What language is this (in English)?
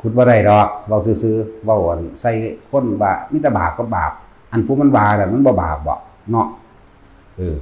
Northeastern Thai